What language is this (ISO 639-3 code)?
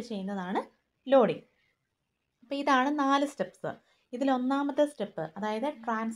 mal